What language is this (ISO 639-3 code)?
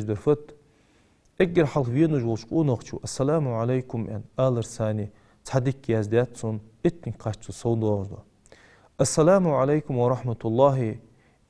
inh